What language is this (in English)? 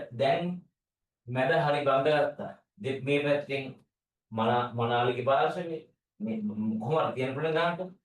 Sinhala